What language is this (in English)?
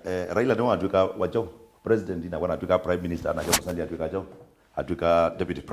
Kamba